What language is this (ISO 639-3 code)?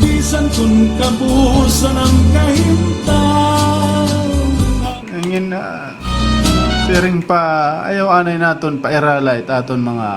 war